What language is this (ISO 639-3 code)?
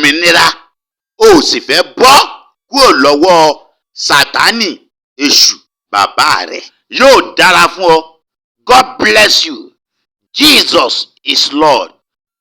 yor